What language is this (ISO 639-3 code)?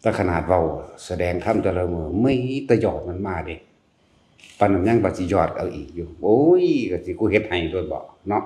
tts